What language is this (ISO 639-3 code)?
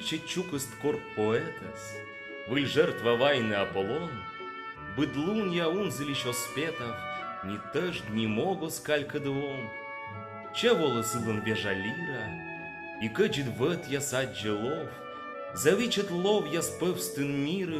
kom